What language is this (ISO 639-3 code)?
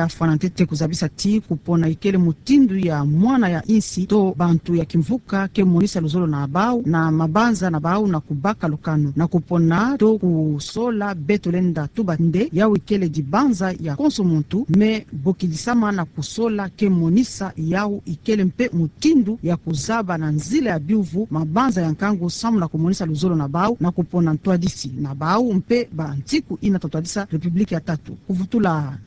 ktu